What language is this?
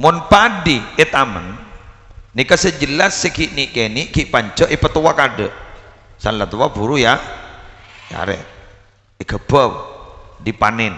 Madurese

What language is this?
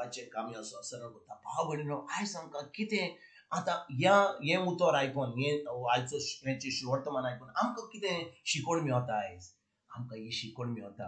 Konkani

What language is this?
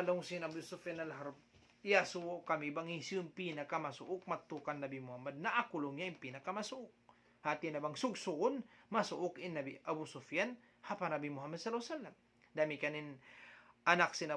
Tausug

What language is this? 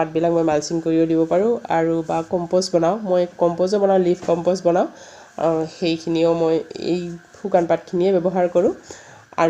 Assamese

